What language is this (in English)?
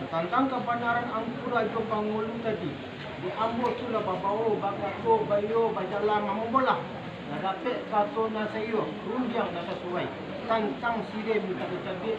Minangkabau